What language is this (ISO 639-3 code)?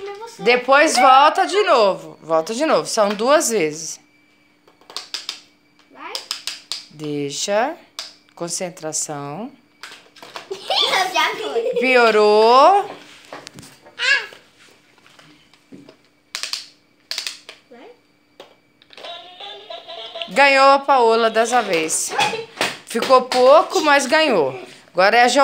por